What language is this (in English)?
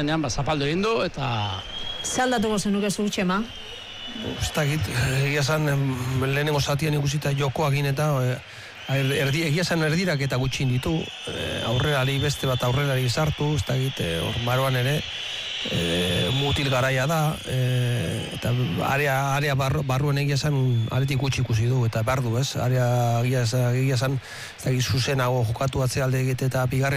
Basque